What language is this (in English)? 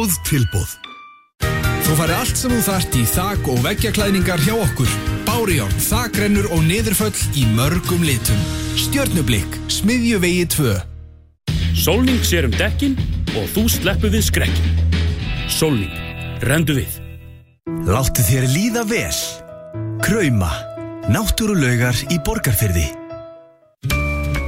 Icelandic